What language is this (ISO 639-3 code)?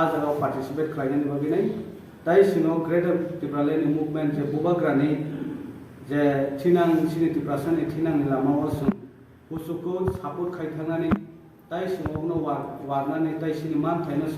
trp